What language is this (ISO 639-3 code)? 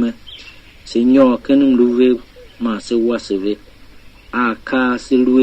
tiv